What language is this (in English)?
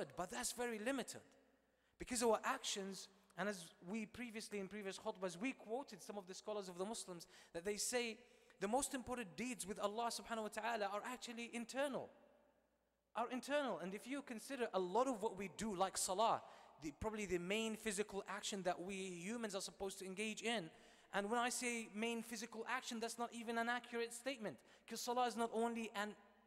English